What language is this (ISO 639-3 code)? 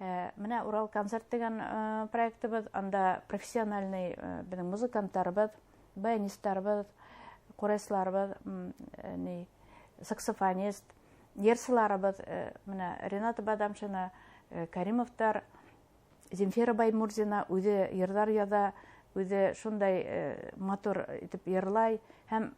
bak